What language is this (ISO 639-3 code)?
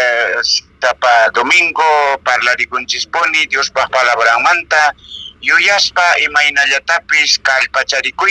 que